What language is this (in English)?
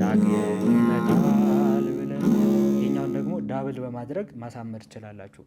Amharic